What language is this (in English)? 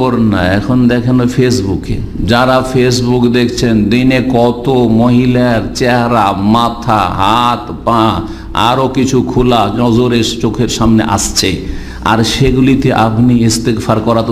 Bangla